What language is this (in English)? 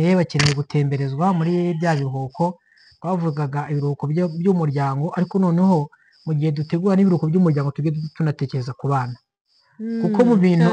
Kinyarwanda